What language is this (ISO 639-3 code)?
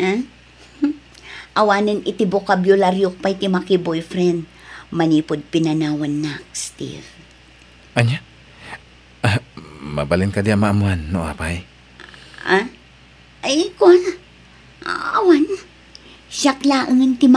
ilo